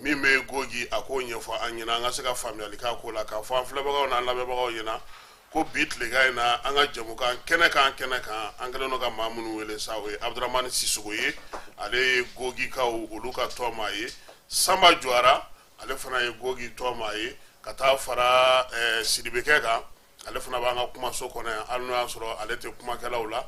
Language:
Bambara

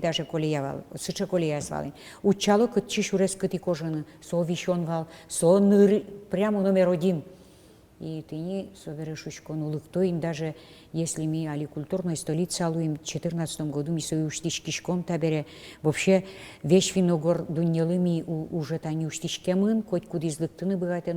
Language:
Udmurt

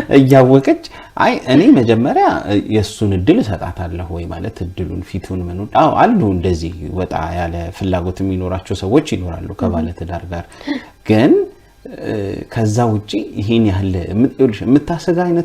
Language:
Amharic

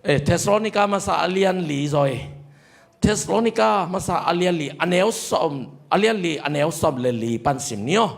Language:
Tedim Chin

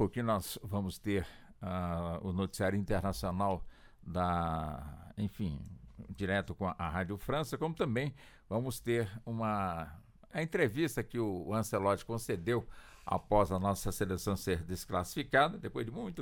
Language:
Portuguese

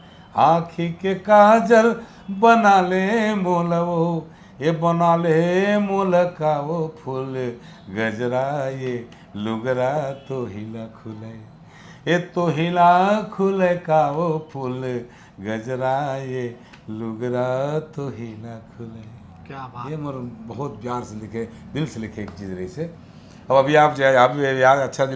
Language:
Chhattisgarhi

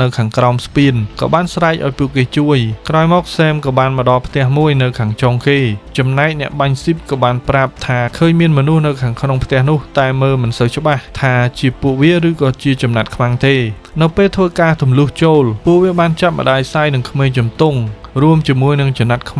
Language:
Khmer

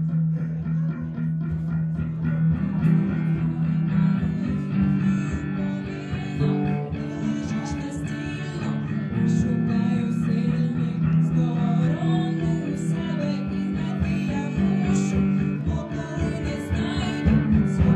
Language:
Ukrainian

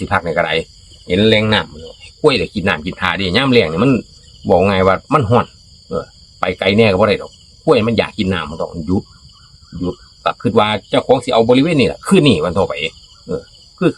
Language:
Northeastern Thai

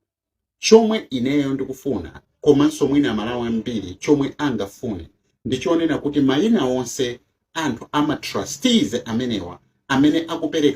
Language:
Nyanja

